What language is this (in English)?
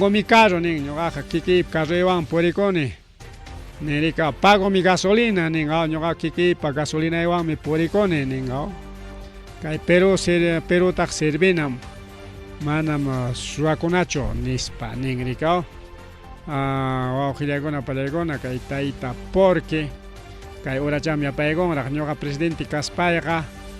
Ayacucho Quechua